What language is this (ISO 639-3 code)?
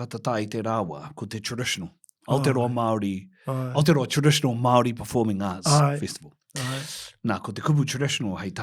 mri